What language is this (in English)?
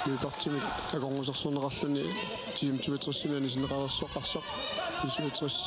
Kalaallisut